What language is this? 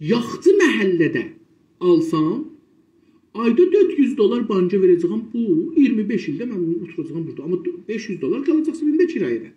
South Azerbaijani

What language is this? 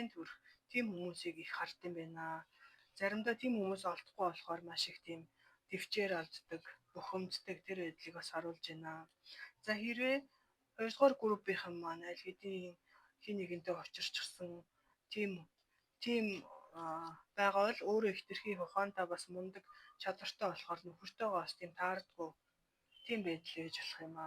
Mongolian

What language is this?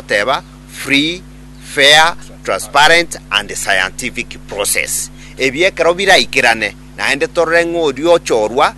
Gusii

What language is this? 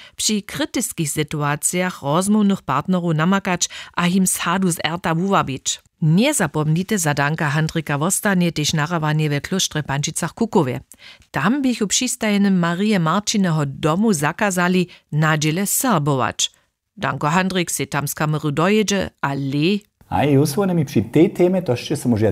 Upper Sorbian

